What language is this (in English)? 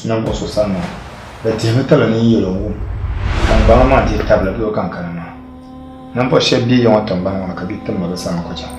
Dagbani